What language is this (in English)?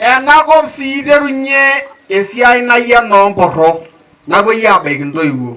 Masai